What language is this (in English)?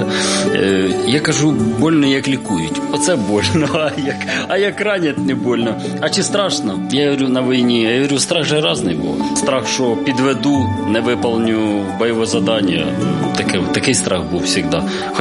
Ukrainian